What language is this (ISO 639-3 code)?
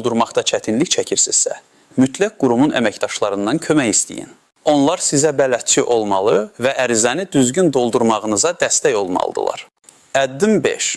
aze